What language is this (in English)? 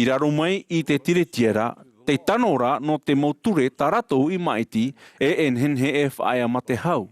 Tahitian